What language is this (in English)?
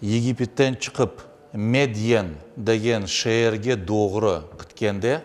Crimean Tatar